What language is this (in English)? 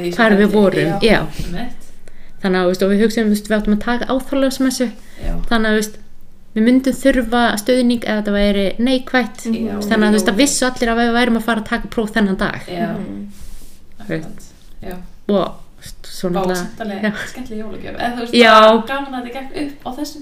Icelandic